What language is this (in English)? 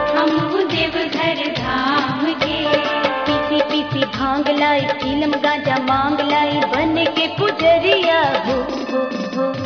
Bhojpuri